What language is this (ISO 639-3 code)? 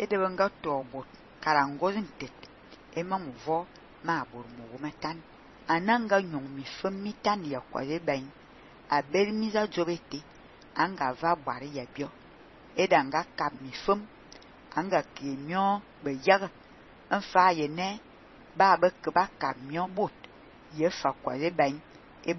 fan